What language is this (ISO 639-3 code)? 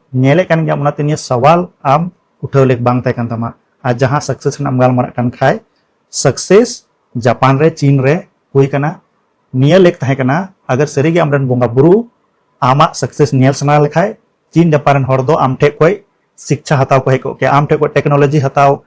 sat